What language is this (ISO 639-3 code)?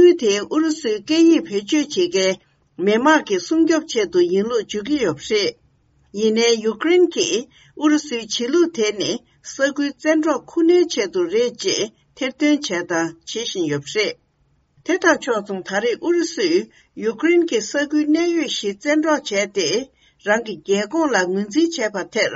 bod